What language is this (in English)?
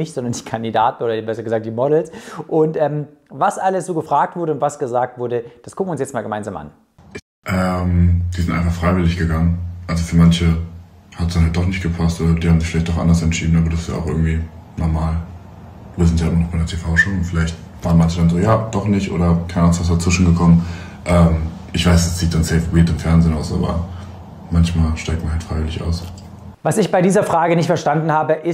German